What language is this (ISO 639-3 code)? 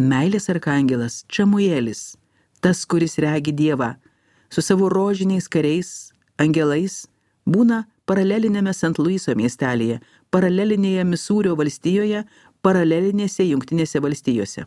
lit